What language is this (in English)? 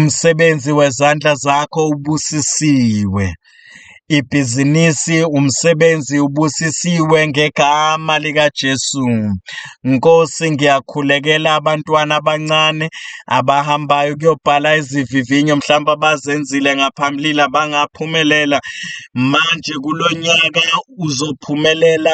Zulu